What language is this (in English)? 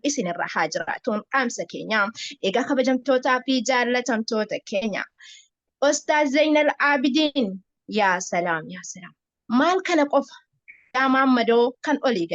Oromo